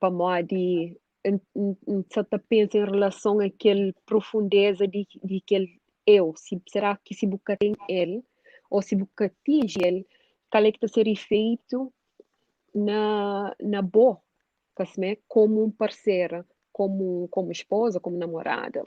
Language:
Kabuverdianu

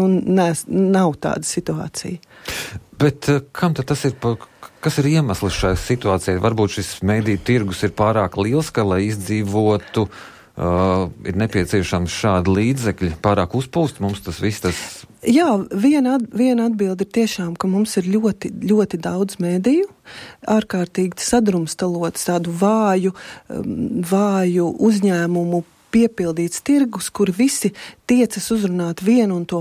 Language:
Latvian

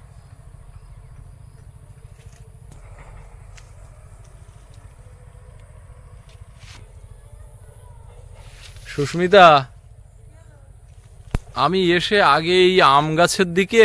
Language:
Bangla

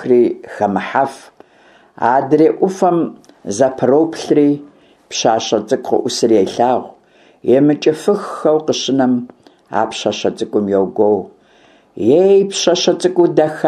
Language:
Kabardian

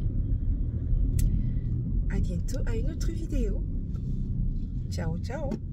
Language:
French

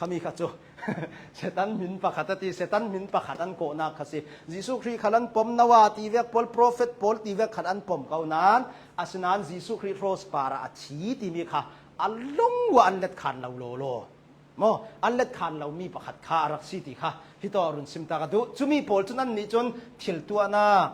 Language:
Hakha Chin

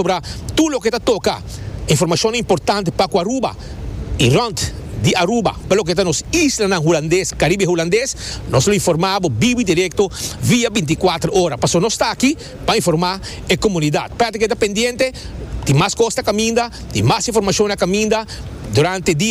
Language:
Papiamento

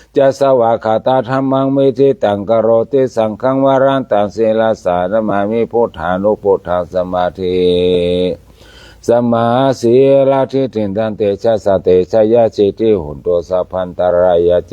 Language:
Pali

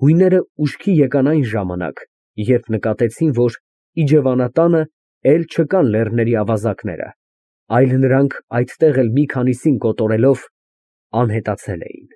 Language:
Armenian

